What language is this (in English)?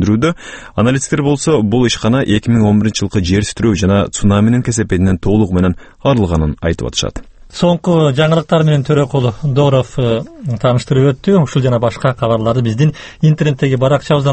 Kyrgyz